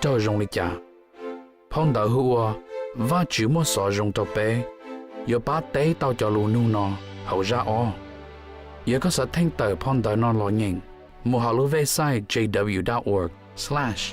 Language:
Hmong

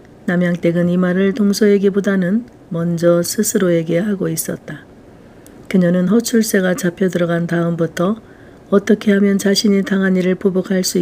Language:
Korean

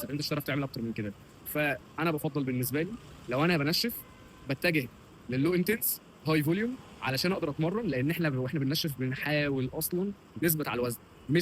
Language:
Egyptian Arabic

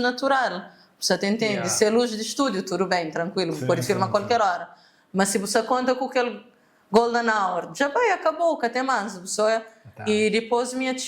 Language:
Kabuverdianu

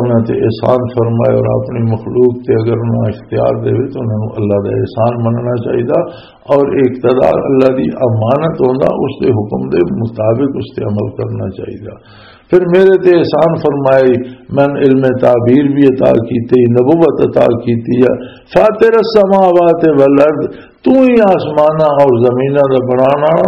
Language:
Western Panjabi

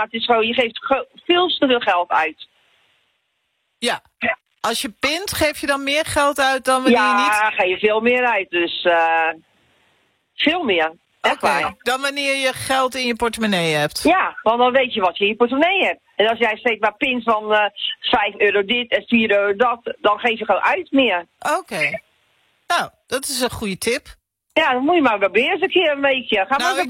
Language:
Dutch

